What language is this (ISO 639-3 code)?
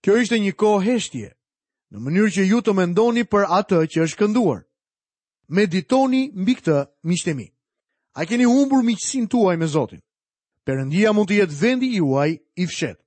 sqi